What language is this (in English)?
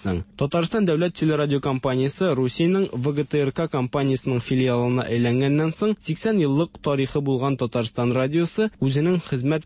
Tatar